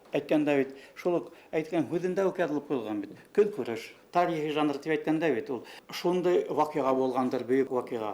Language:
Bashkir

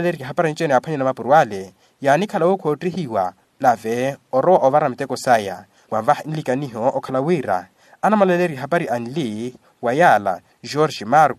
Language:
Makhuwa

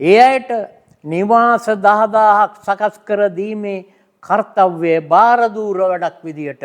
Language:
Sinhala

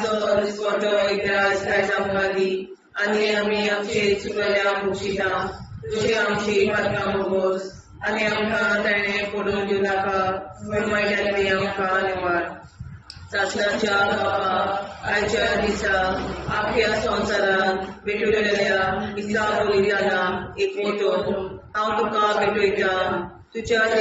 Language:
Konkani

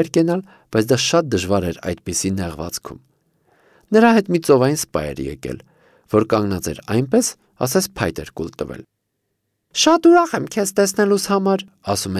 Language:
Armenian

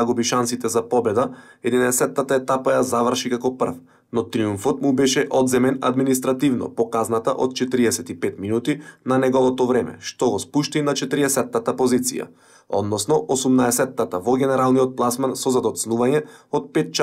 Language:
Macedonian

